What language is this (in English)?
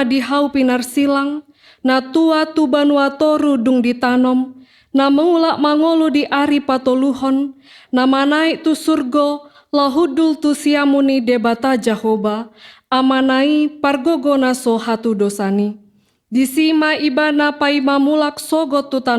Batak Toba